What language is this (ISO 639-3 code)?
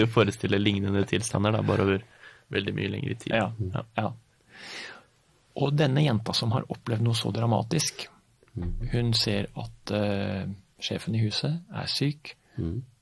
nor